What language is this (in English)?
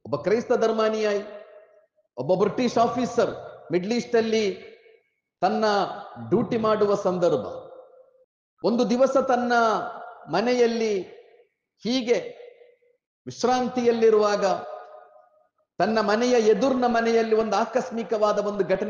Kannada